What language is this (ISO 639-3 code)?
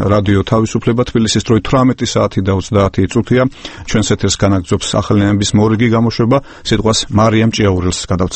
kat